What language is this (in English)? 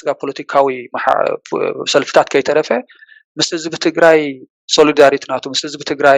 Tigrinya